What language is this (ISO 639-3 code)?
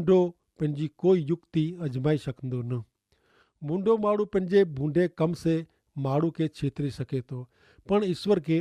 kfr